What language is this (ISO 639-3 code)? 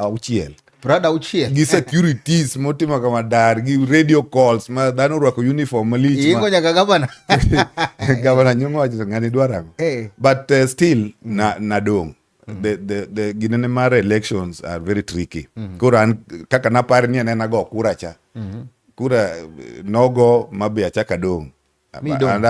luo